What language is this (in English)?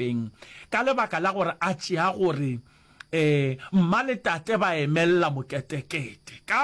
Northern Sotho